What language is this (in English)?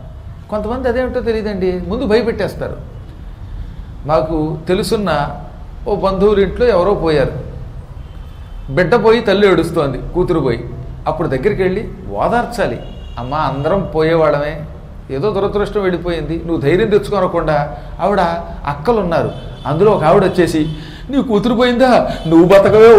Telugu